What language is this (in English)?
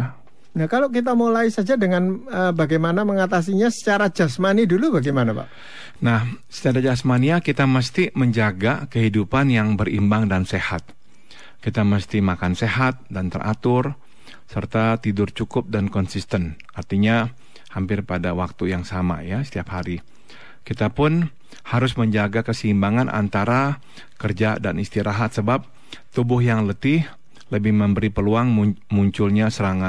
Indonesian